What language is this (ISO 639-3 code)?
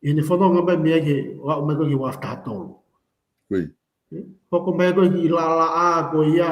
ton